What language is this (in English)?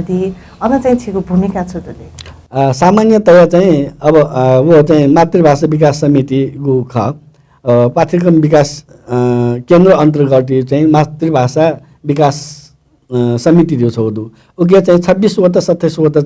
Newari